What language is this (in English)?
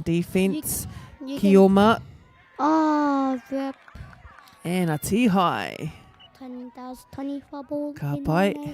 Māori